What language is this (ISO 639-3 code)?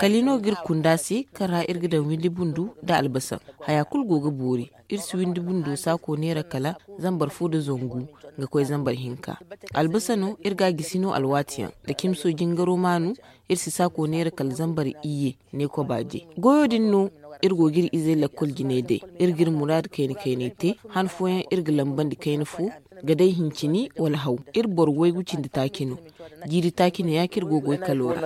dje